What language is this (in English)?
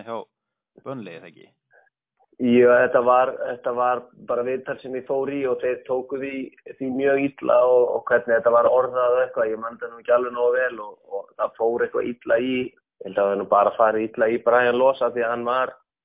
Icelandic